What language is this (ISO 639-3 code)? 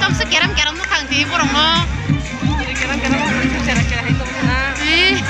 trp